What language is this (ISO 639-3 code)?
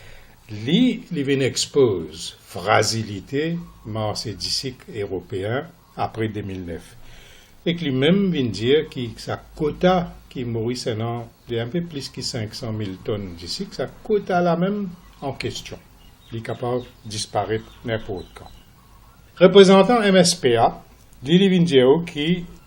mfe